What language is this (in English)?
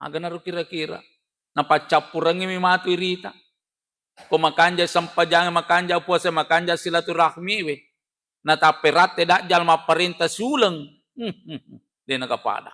Buginese